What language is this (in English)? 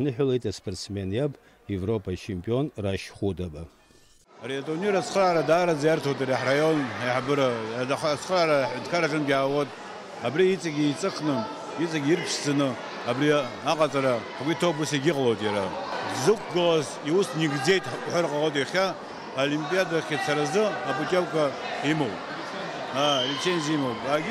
Abkhazian